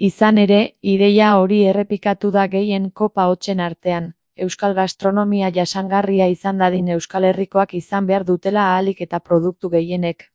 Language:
Basque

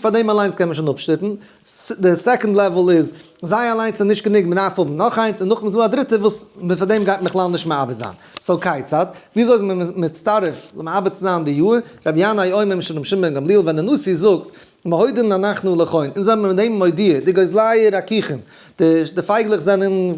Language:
Yiddish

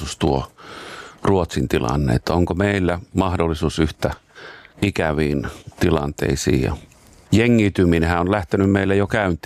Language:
Finnish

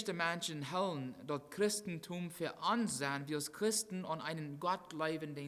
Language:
Plautdietsch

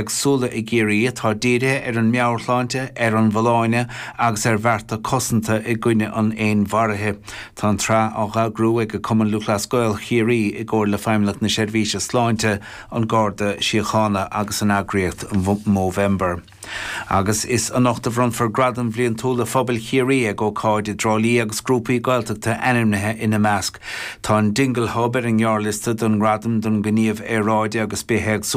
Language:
Irish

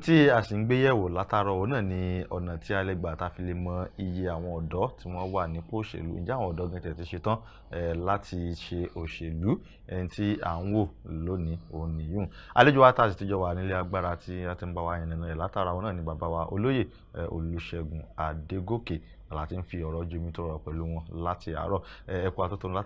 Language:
Yoruba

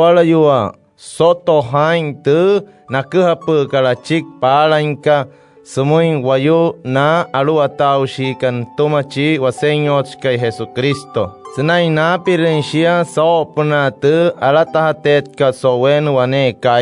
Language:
Wayuu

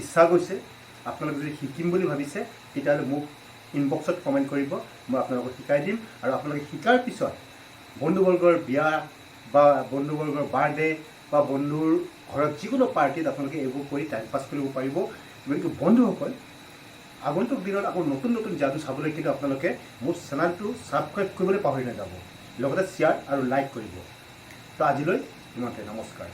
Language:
Assamese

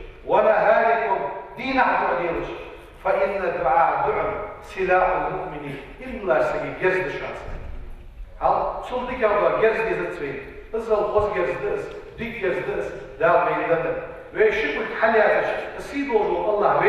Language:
Ingush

